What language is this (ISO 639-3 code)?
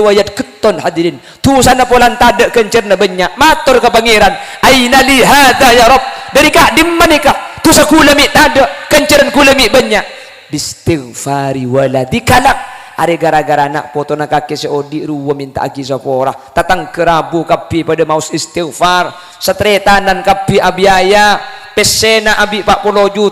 mad